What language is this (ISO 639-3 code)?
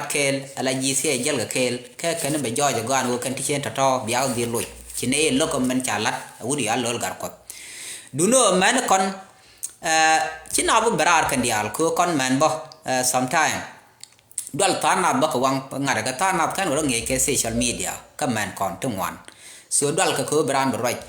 nus